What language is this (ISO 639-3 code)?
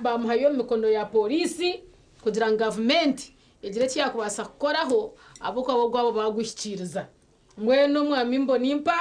nyn